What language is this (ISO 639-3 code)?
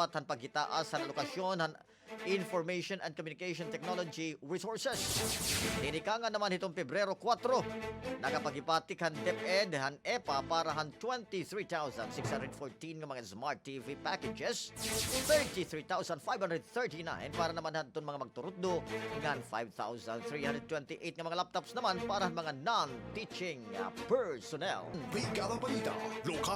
war